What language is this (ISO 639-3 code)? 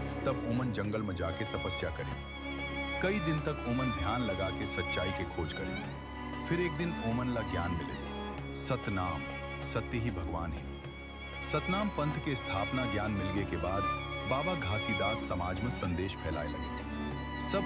hne